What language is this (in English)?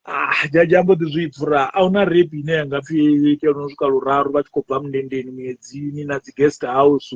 Venda